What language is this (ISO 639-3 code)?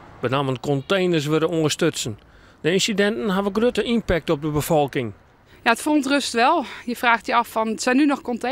fry